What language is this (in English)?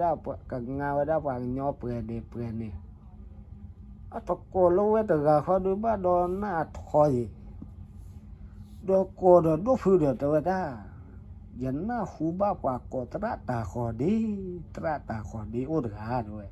S'gaw Karen